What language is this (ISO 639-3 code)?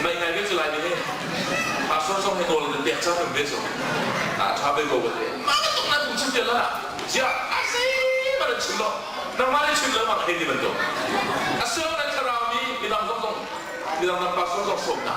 cnh